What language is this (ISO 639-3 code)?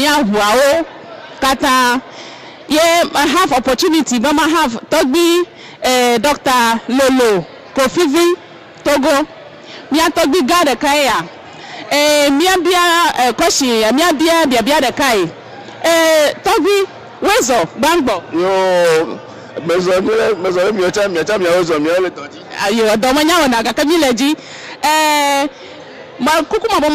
ewe